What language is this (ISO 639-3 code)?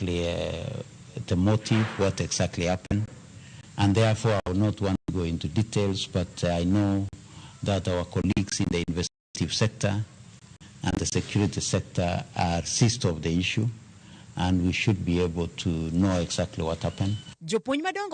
luo